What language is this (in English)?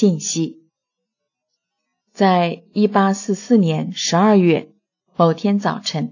Chinese